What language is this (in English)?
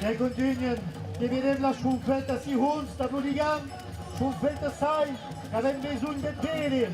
Occitan